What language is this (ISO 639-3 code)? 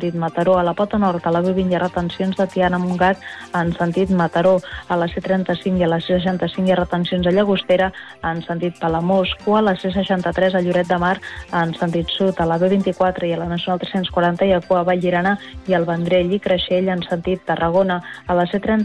cat